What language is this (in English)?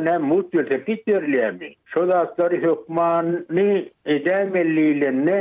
Turkmen